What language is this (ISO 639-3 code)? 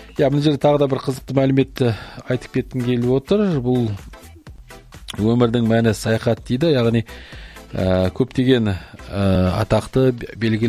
kaz